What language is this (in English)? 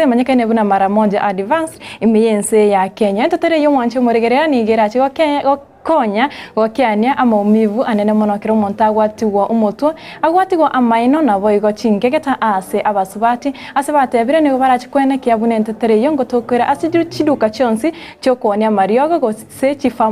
Gusii